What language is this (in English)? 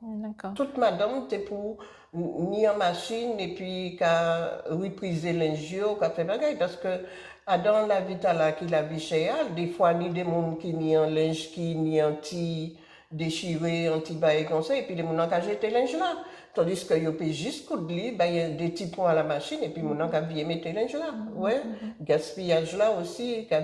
Guadeloupean Creole French